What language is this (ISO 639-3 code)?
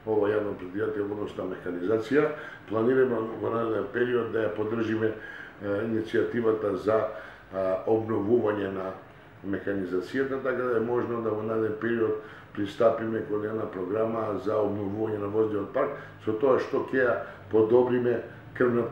mkd